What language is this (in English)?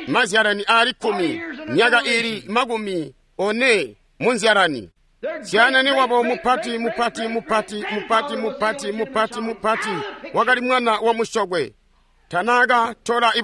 Tonga (Zambia)